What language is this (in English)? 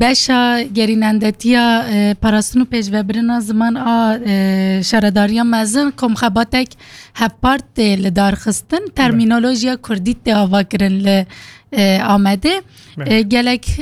Kurdish